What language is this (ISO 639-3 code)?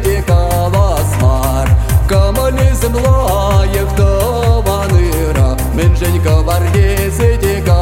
kaz